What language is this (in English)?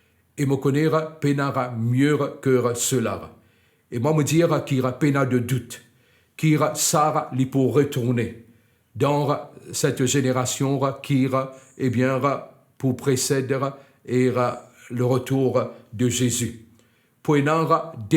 Morisyen